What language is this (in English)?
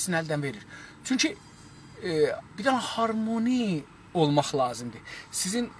South Azerbaijani